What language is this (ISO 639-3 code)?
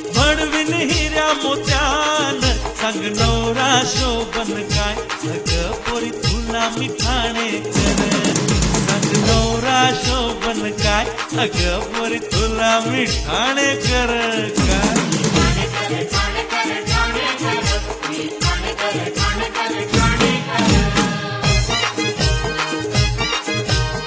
mar